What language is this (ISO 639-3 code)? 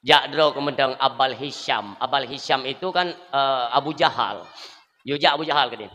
ace